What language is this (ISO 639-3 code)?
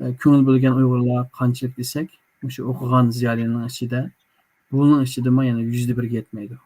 uig